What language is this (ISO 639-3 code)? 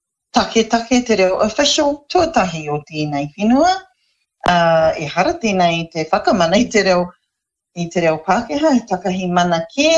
mri